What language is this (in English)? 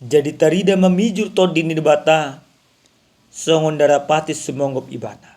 Batak Toba